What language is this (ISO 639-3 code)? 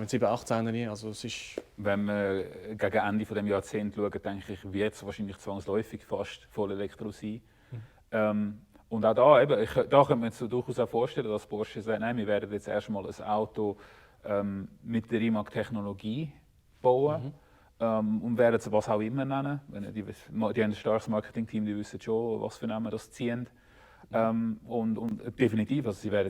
gsw